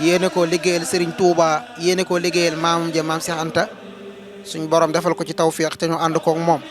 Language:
Wolof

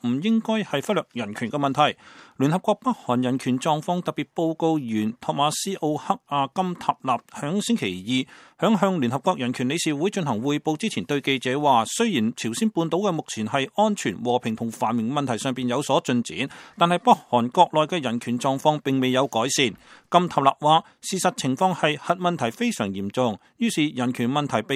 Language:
Cantonese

